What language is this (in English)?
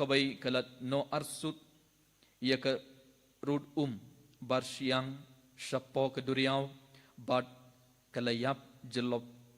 Khasi